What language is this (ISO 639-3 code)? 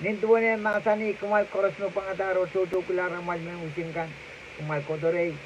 pon